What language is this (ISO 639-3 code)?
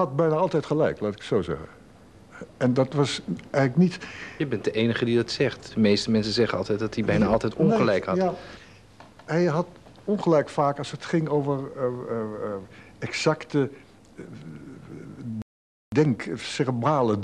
nld